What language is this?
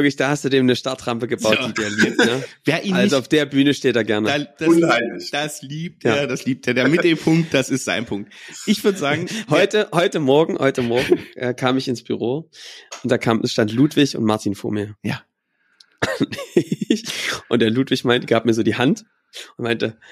German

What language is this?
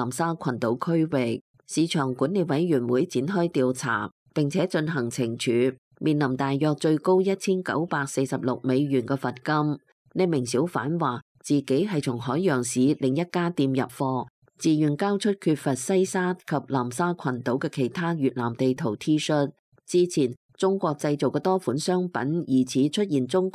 Cantonese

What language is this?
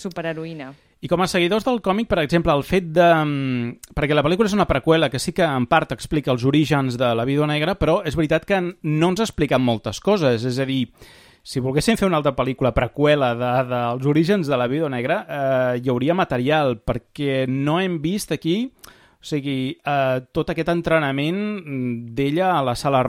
Catalan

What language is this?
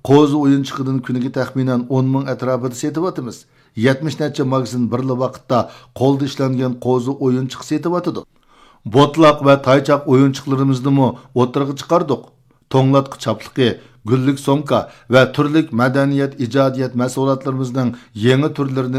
Uyghur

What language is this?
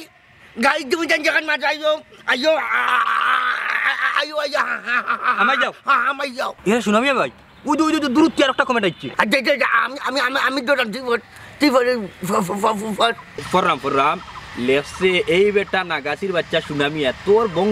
Sylheti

